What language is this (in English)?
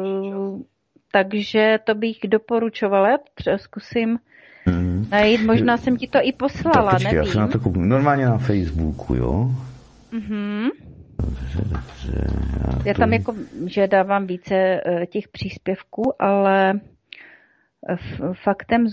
Czech